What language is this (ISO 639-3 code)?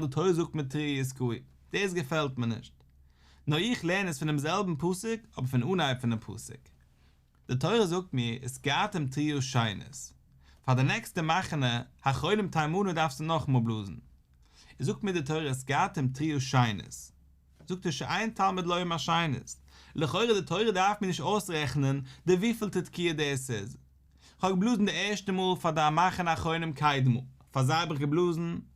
yid